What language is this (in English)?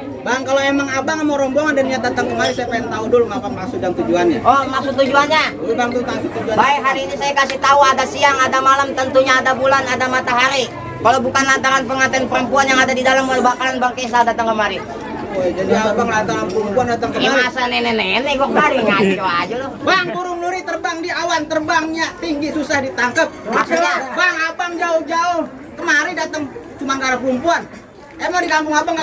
Betawi